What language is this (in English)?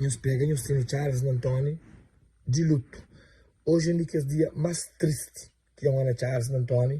Kabuverdianu